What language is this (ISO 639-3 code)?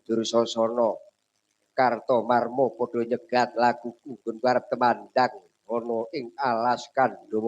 jav